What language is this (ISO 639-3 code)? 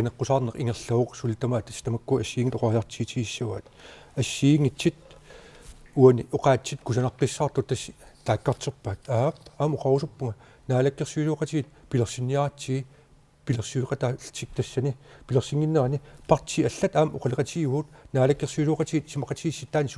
kal